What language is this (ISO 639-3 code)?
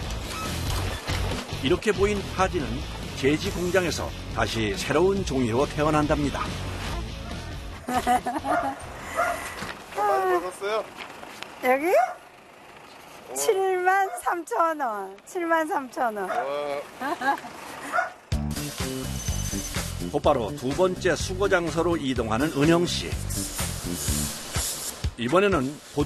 kor